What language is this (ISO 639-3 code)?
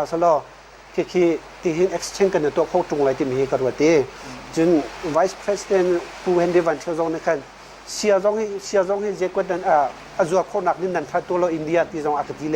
cnh